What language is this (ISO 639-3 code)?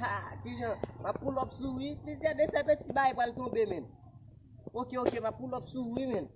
hat